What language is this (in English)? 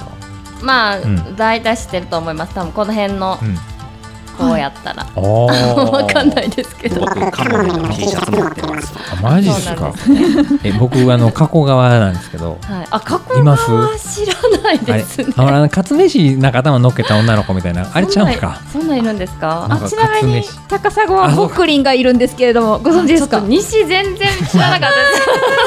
Japanese